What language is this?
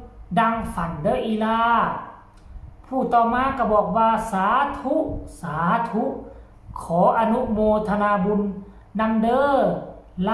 Lao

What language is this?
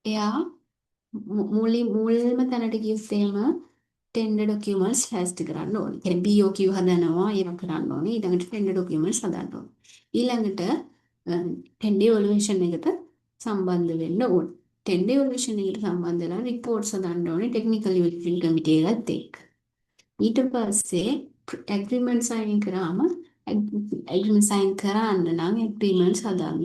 Sinhala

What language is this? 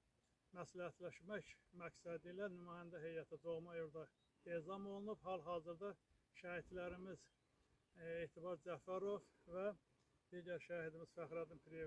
Azerbaijani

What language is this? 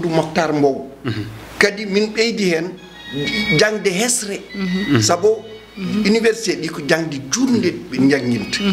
Fula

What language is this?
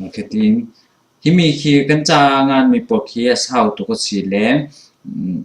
Falam Chin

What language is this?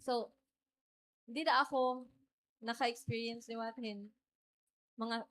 Waray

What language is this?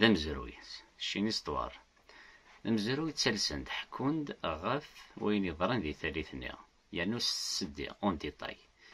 Kabyle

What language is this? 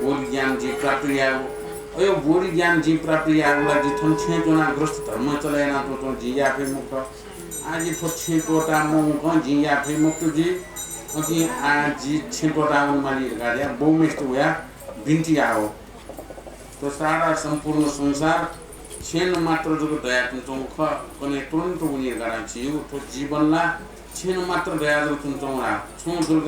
Newari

